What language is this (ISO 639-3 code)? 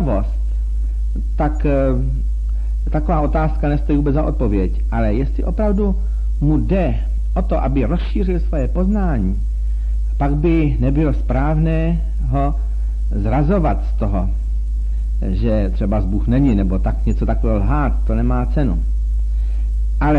ces